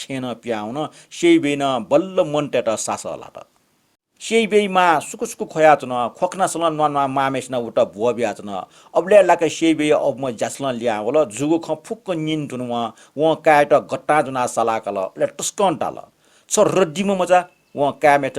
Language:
Newari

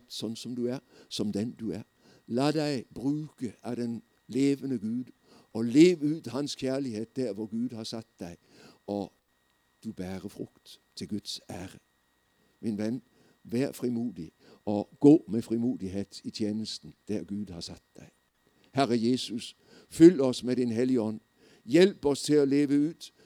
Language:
Norwegian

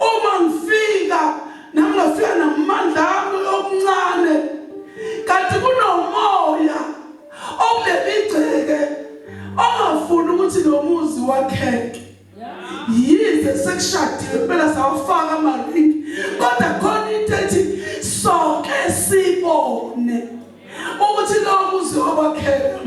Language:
Zulu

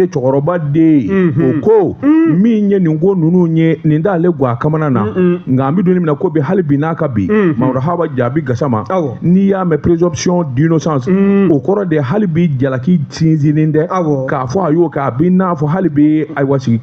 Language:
Bambara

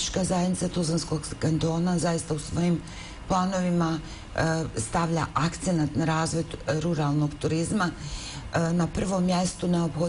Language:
Bosnian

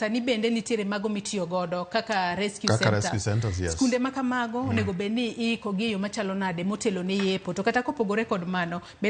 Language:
Luo (Kenya and Tanzania)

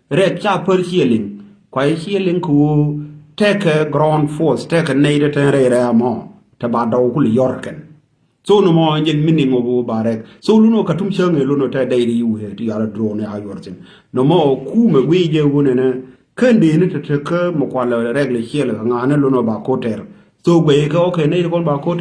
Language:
Nuer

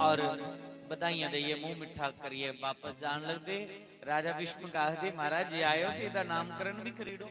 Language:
Dogri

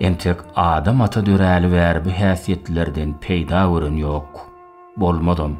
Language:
Turkmen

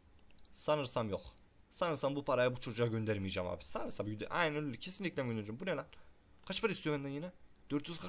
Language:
Turkish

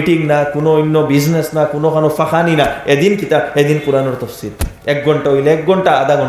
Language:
Sylheti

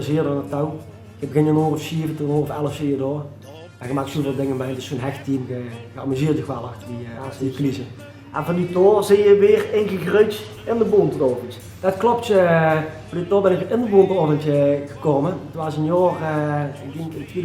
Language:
Limburgish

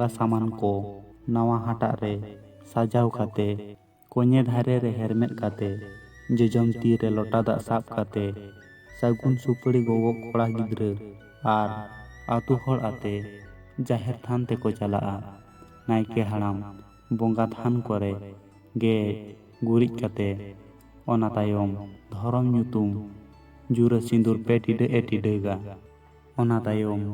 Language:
Santali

